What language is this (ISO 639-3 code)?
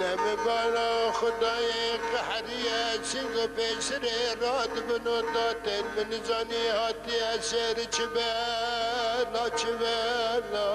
kur